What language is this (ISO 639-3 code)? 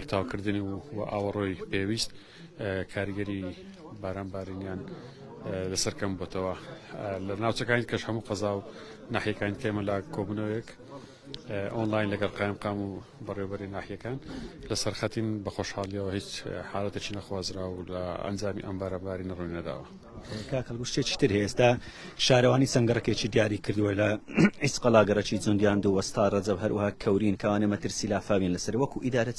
ckb